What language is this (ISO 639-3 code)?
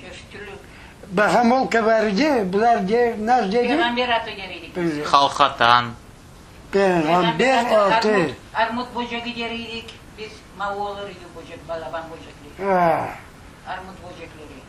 crh